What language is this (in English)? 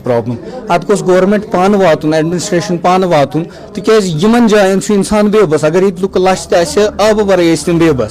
Kashmiri